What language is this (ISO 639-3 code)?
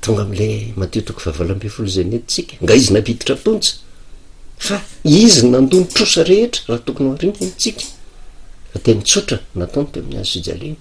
mlg